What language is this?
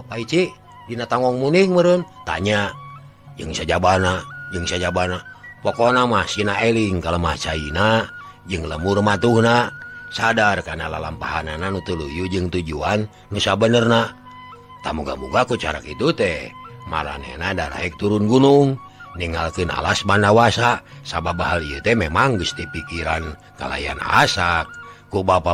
Sundanese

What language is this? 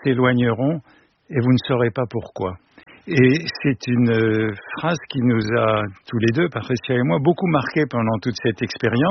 French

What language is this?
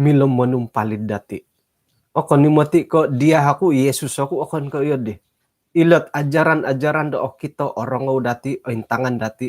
Central Dusun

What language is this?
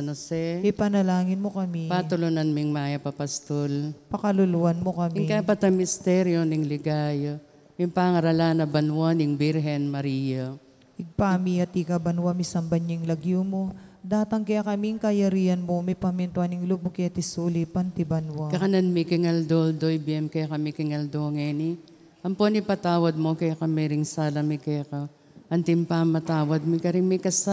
Pampanga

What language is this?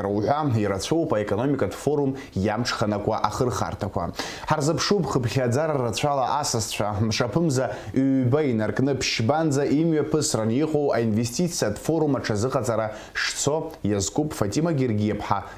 Abkhazian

